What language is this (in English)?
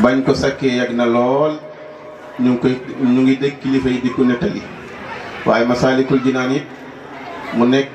Wolof